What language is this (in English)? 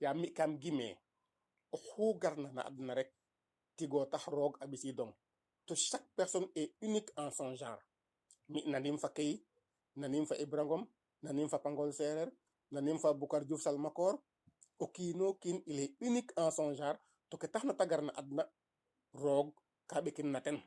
Serer